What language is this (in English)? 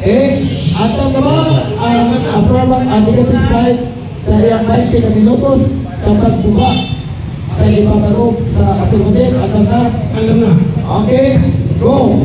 Cebuano